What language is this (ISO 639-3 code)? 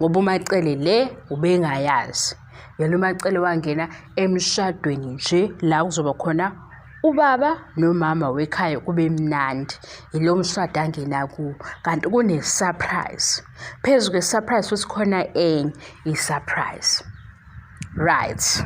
zul